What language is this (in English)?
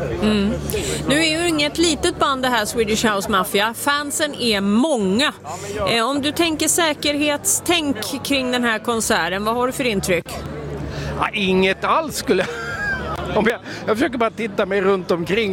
Swedish